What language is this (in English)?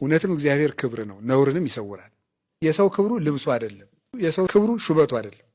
Amharic